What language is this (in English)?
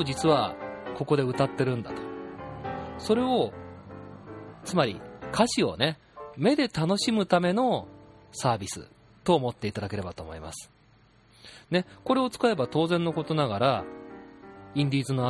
Japanese